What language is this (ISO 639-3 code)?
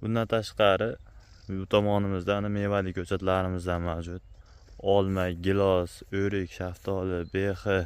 uzb